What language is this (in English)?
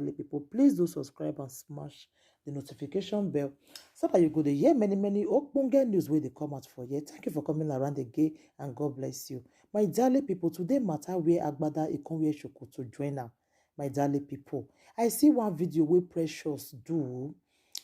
Nigerian Pidgin